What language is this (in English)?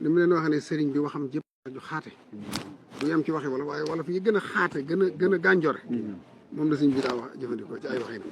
Wolof